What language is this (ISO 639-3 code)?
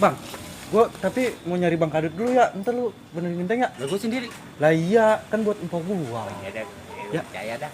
bew